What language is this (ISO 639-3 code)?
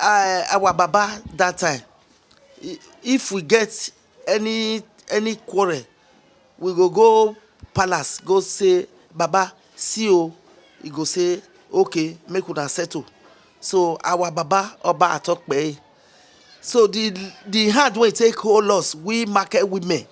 pcm